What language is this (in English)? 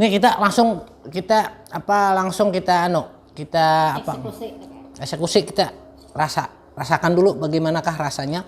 Banjar